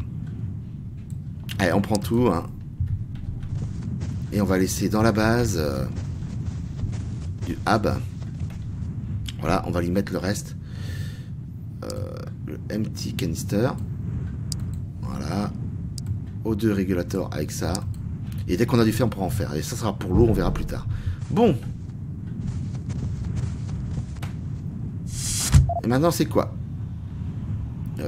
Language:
French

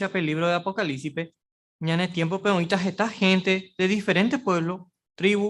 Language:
Guarani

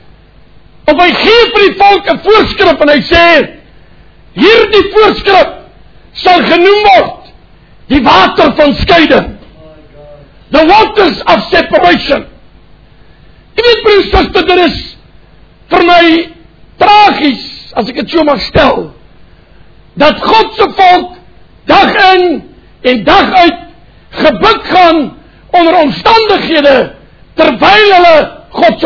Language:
Afrikaans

